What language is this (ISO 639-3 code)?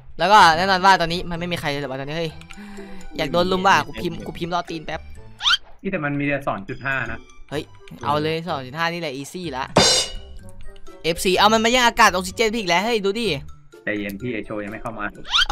tha